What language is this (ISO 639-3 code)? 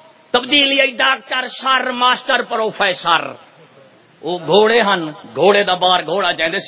skr